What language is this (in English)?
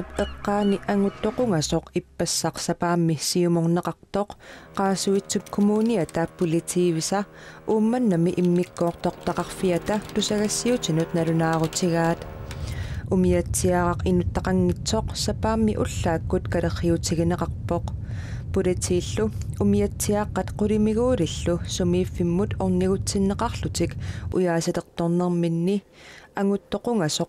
Kalaallisut